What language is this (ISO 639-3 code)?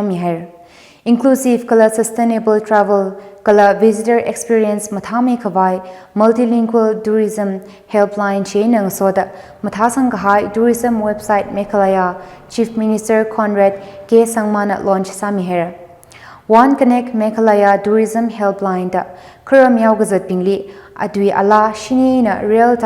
nmf